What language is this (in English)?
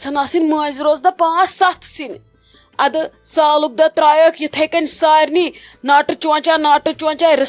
Kashmiri